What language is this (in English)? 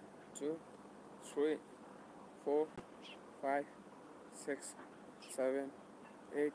Manipuri